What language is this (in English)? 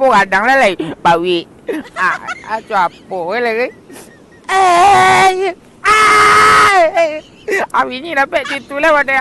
Minangkabau